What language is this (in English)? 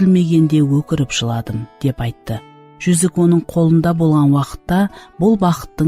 Kara-Kalpak